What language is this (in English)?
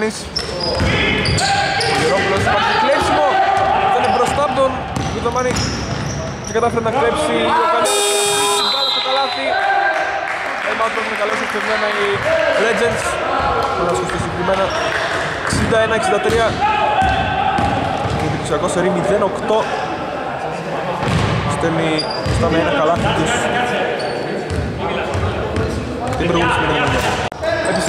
Greek